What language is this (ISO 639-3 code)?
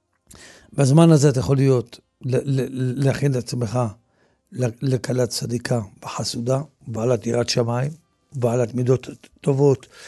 heb